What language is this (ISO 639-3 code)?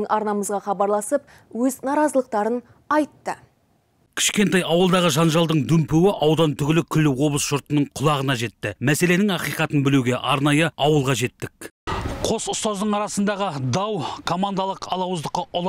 kaz